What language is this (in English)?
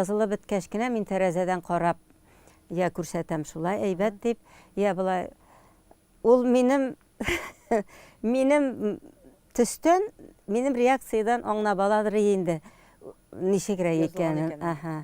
Tatar